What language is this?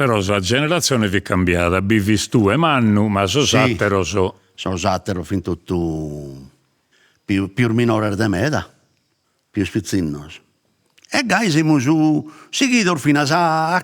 Sardinian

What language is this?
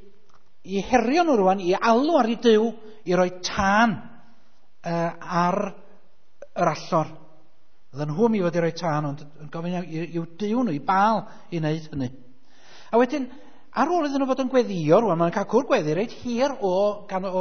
Welsh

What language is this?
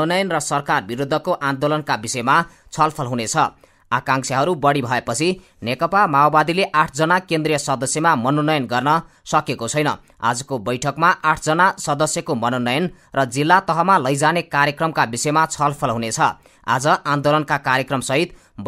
Nepali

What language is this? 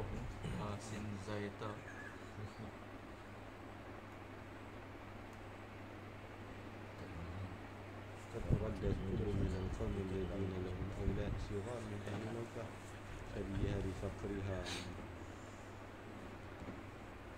Malay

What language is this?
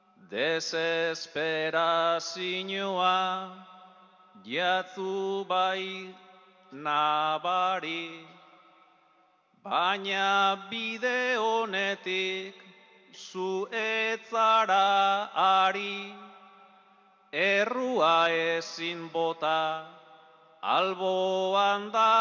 Basque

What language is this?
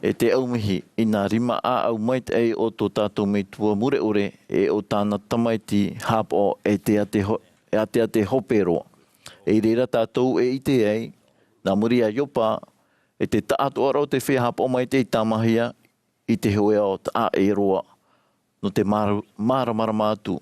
Tahitian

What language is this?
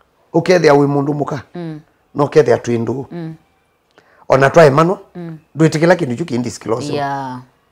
Kamba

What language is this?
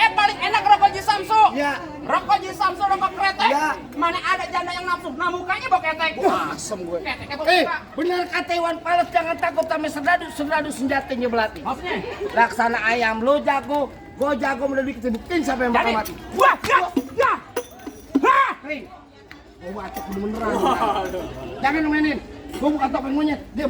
Betawi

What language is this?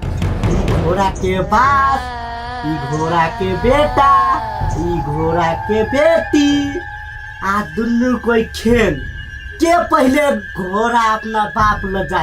Maithili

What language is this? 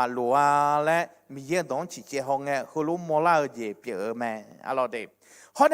Akha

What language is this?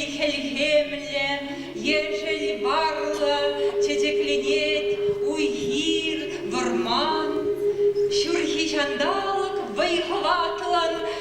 Chuvash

